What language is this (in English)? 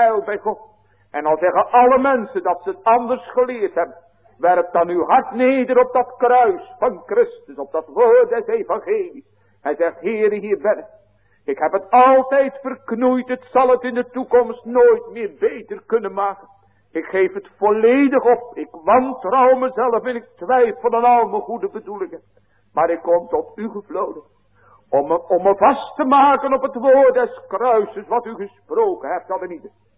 Dutch